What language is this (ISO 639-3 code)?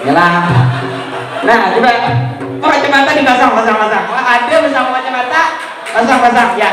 bjn